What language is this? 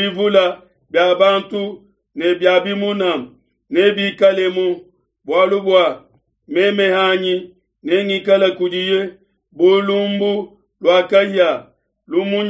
Luba-Lulua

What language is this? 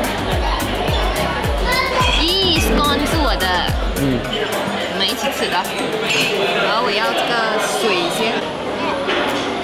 Chinese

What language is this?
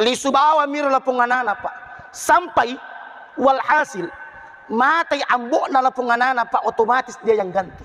Buginese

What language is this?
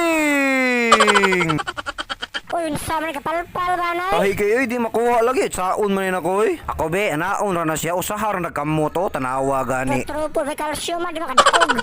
Cebuano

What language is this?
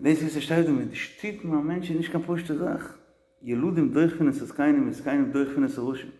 Yiddish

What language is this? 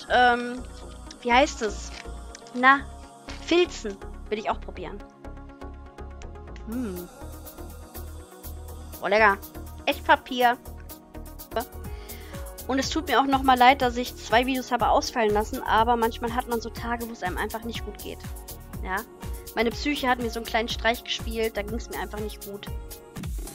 German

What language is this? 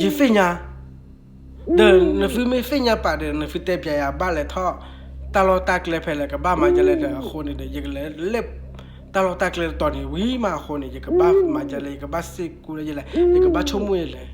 S'gaw Karen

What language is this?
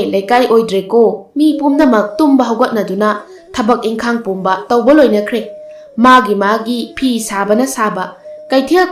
Manipuri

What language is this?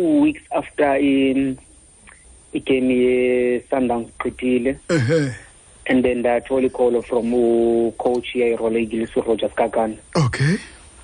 Xhosa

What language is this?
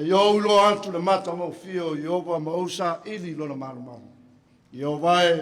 Samoan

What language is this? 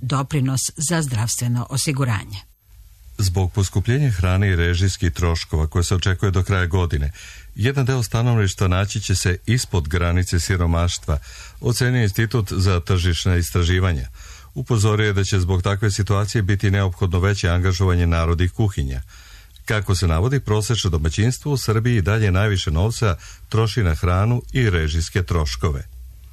Serbian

